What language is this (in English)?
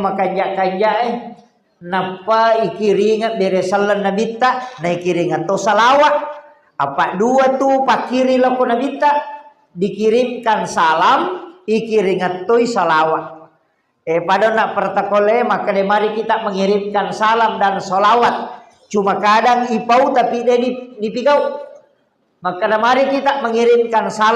Buginese